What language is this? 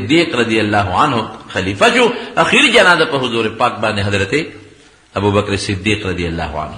Pashto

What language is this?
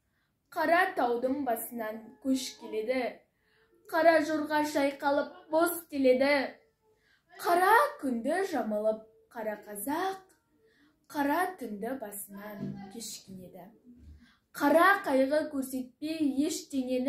Kazakh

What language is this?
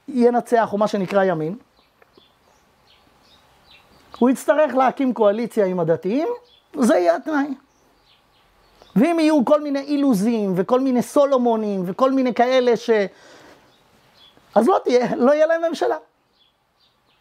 Hebrew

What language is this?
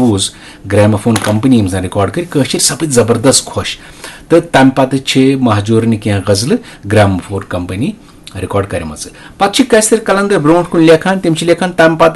Kashmiri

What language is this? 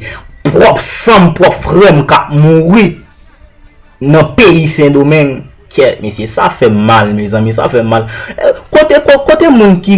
Haitian Creole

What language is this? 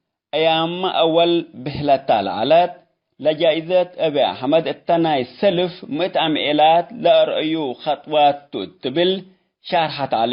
Tigre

